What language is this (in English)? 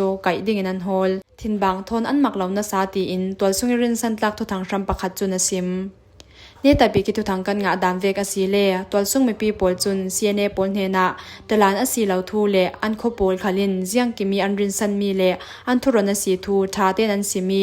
Falam Chin